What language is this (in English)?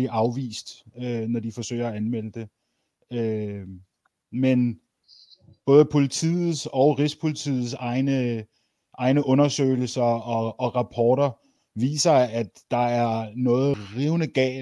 Danish